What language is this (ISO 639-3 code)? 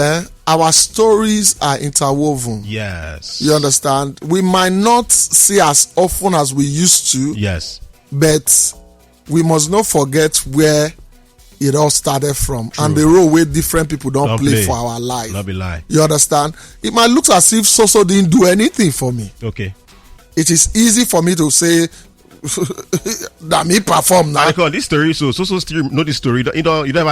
pcm